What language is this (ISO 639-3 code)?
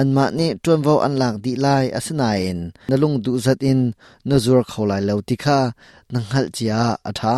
cnh